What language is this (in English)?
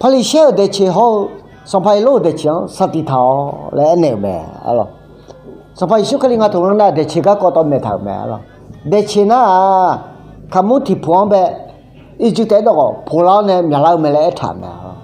Akha